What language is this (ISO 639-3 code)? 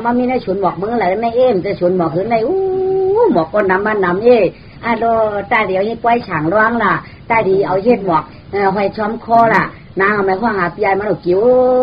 shn